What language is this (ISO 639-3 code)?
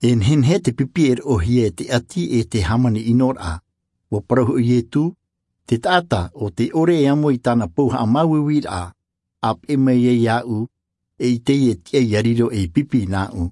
sqi